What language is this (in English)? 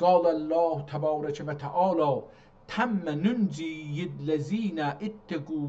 South Azerbaijani